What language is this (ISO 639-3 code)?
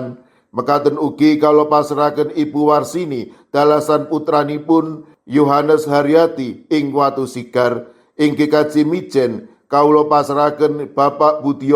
jav